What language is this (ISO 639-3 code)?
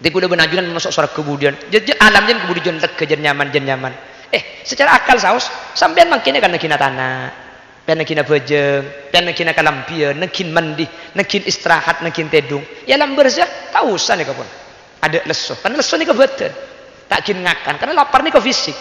mad